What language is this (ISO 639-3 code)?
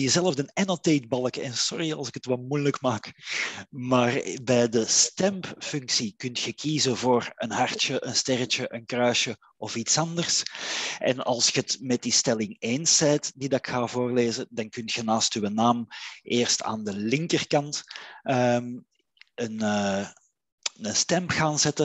nld